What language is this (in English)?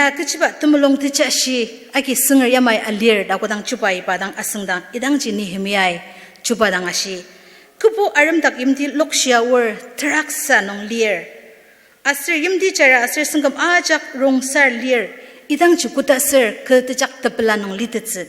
Ao Naga